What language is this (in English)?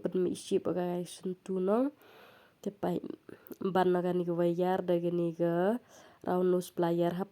Khasi